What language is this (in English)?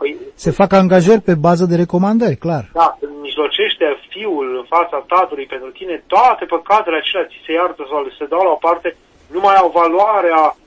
Romanian